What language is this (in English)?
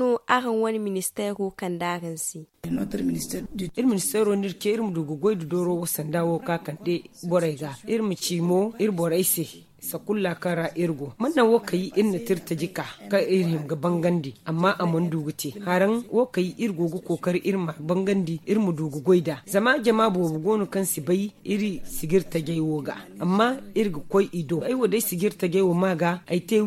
Zarma